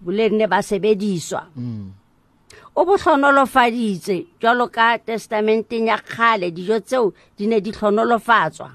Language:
Southern Sotho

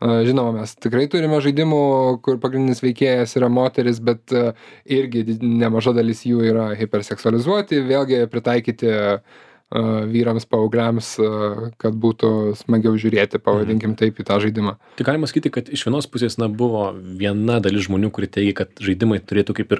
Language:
Lithuanian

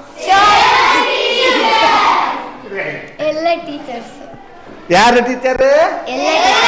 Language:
Kannada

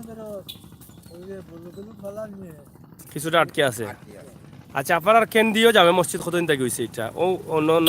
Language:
Sylheti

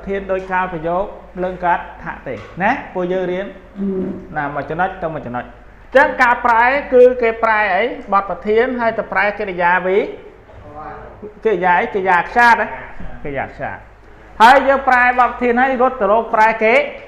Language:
Khmer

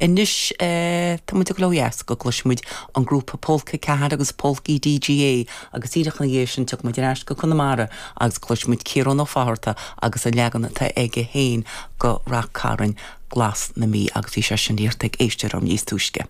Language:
Irish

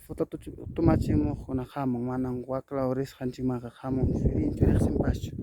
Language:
Ayacucho Quechua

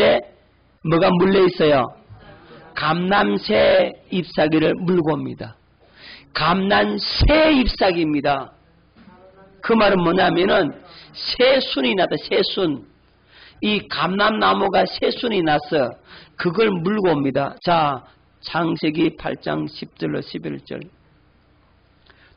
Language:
Korean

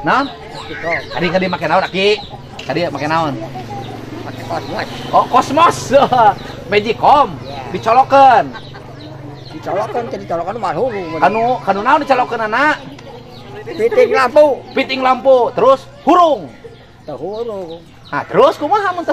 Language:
Sundanese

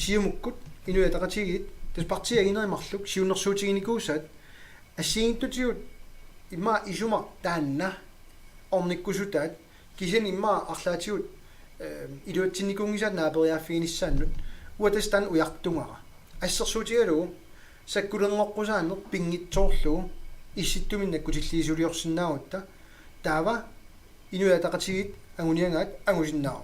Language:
Kalaallisut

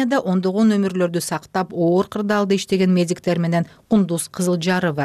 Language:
Kyrgyz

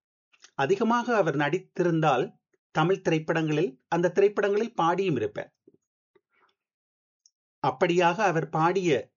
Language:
Tamil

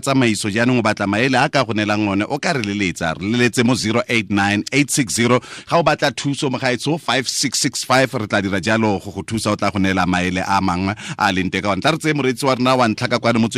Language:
Tswana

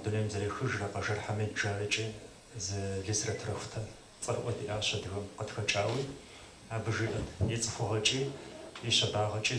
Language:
Kabardian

